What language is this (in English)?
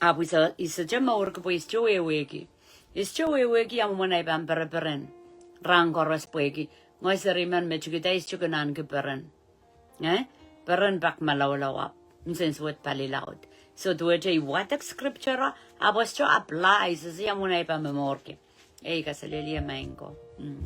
Pohnpeian